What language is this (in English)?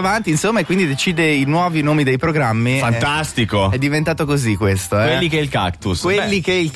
Italian